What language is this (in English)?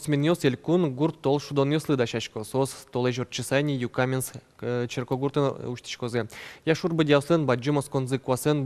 Udmurt